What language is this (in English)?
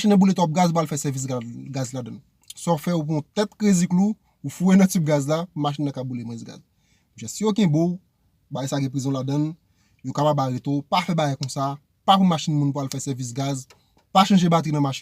Haitian Creole